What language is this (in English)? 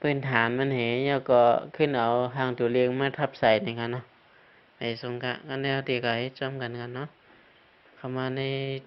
Shan